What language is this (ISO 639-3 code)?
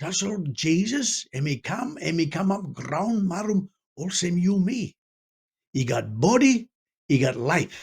tpi